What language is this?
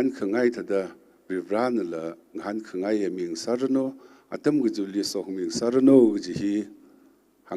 Tangkhul Naga (India)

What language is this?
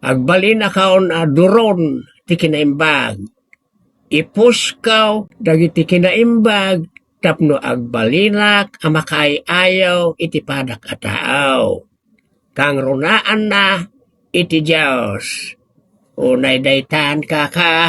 Iloko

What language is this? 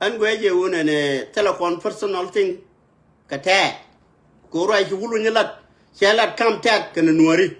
Nuer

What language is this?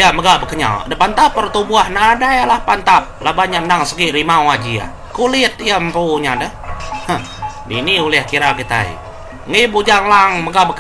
Iban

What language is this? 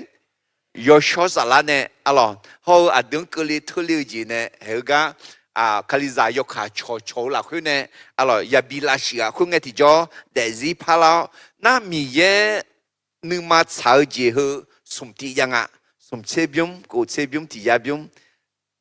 Akha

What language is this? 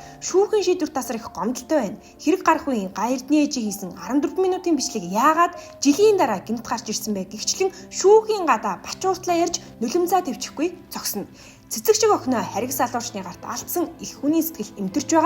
Mongolian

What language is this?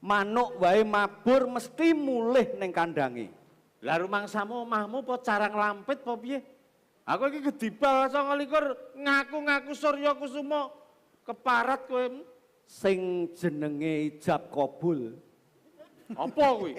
Javanese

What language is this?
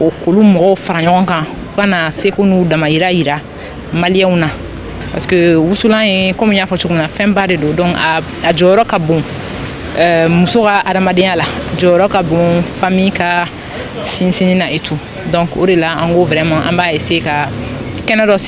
Bambara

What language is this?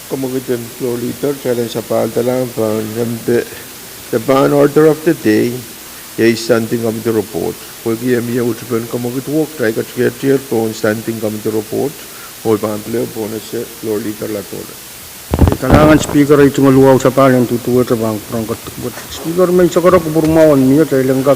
Pohnpeian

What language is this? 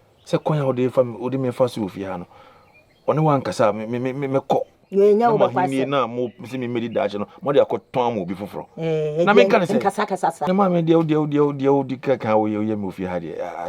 Akan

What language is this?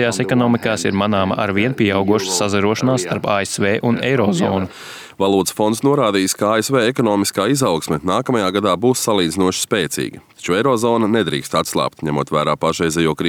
Latvian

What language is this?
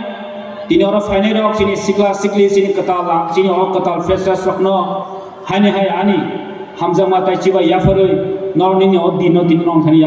Kok Borok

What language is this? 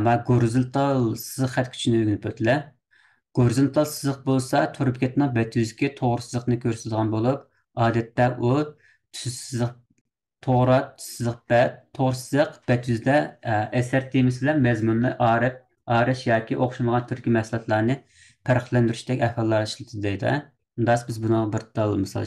Uyghur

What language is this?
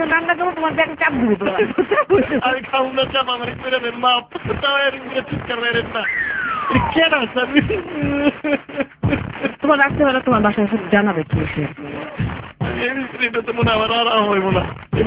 Bangla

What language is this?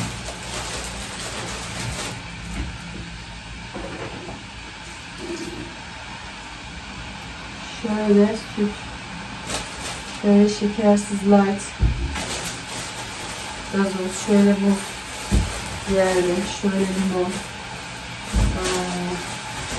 Turkish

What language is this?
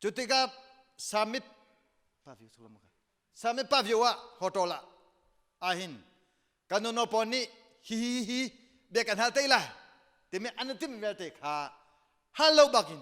Hakha Chin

